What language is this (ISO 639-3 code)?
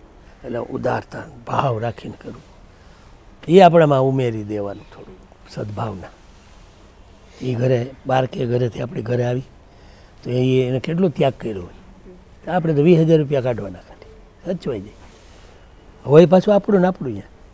guj